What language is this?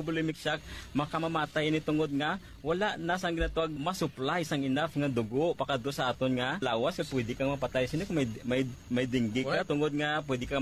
Hiligaynon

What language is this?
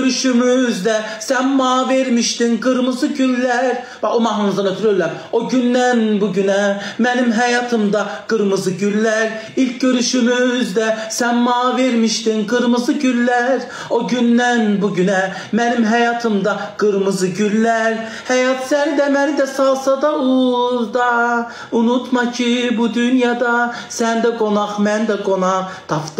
Azerbaijani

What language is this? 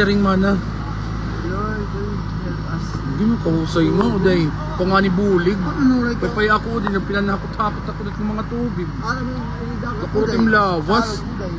Waray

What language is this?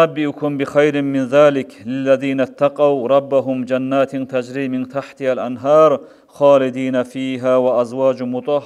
Kumyk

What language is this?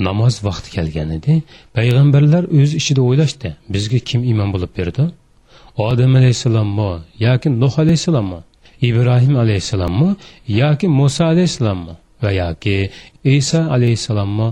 Uyghur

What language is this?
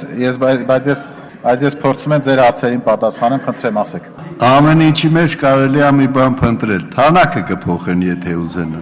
Armenian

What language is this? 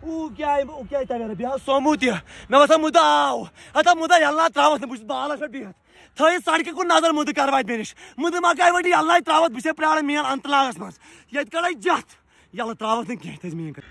Kashmiri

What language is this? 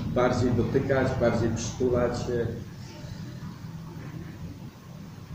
Polish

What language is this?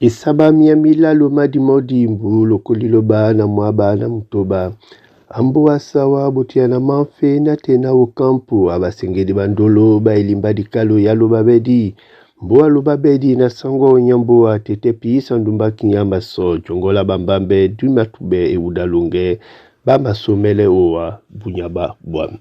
Duala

